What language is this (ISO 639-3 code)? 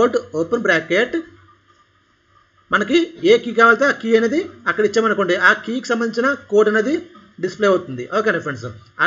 tel